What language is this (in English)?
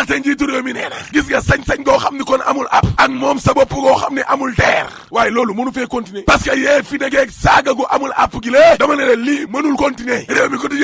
Wolof